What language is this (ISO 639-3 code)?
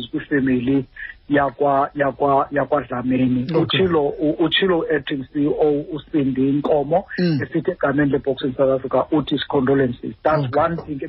xho